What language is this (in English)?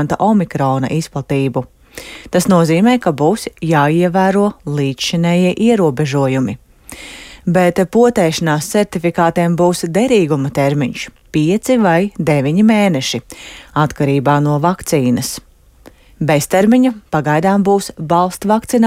Latvian